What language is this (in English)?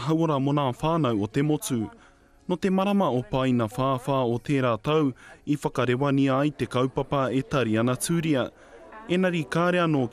Māori